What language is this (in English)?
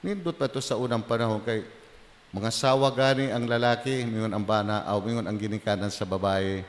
Cebuano